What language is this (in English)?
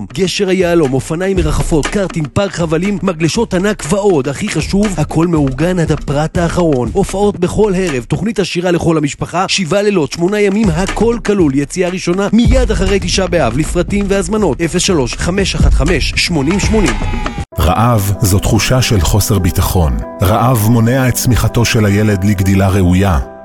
Hebrew